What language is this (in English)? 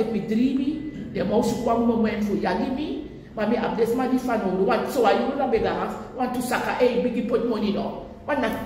Sranan Tongo